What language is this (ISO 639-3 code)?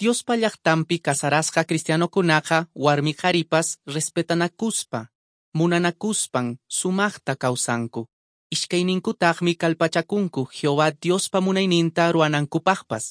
que